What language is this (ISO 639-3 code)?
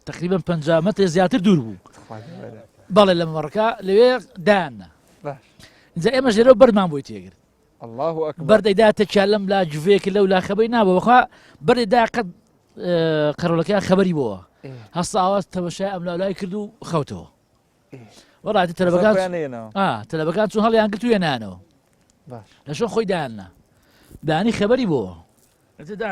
ckb